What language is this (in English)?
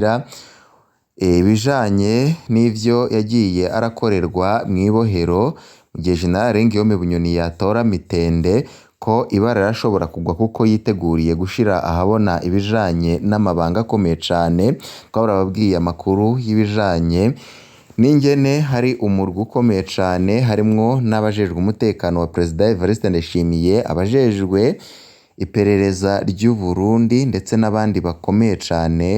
Rundi